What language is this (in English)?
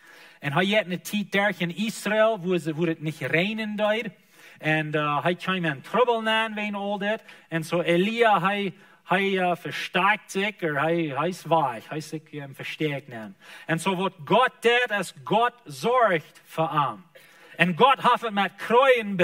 Plautdietsch